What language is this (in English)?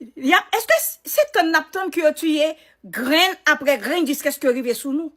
Haitian Creole